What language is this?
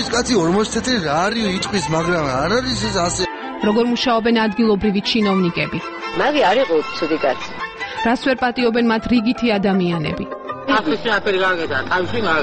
Georgian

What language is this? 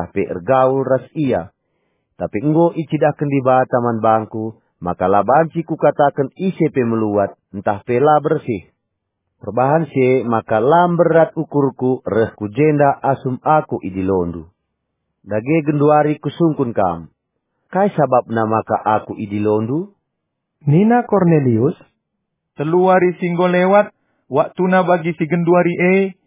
Batak Karo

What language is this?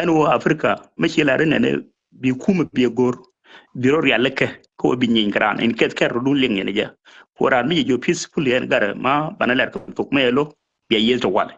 Nuer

